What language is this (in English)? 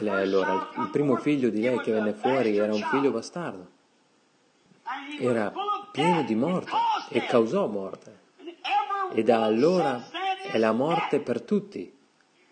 Italian